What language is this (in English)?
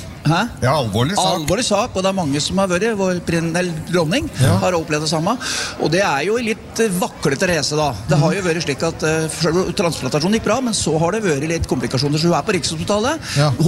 Norwegian